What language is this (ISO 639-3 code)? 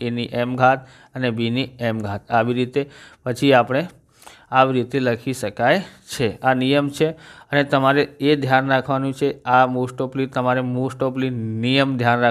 guj